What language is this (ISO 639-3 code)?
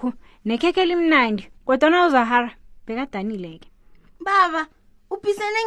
nbl